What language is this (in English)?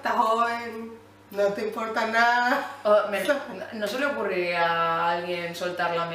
Spanish